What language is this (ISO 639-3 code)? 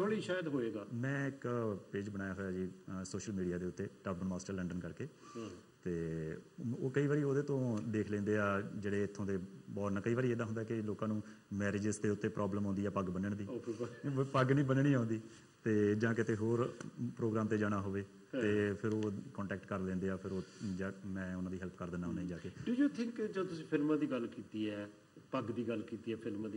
pan